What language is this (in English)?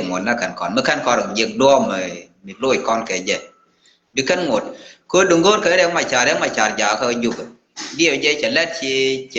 Nuer